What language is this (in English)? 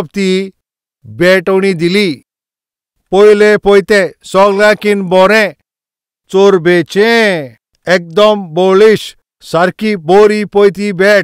Konkani